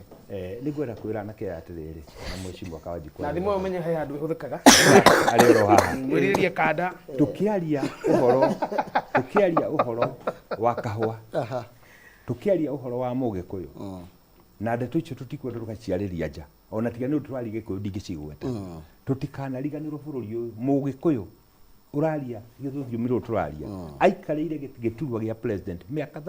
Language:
Kikuyu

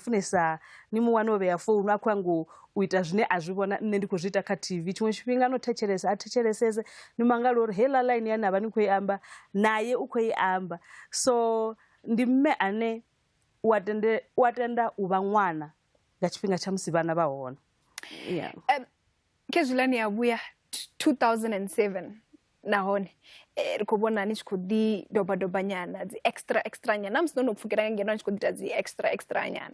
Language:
Venda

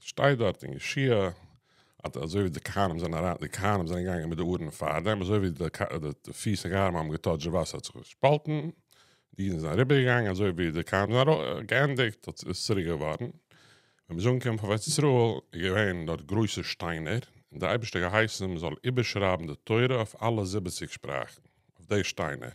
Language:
Yiddish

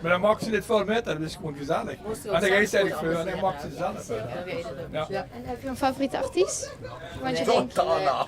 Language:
Limburgish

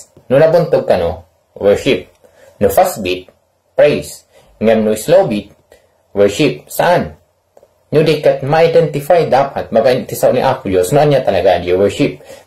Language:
Iloko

